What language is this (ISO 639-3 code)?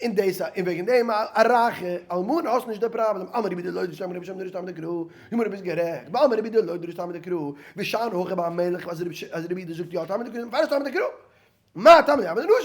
yid